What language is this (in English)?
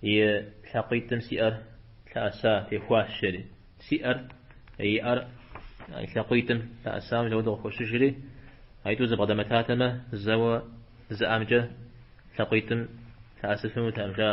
Kabardian